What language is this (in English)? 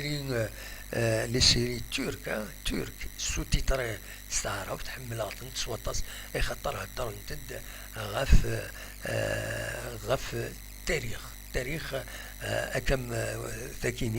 Kabyle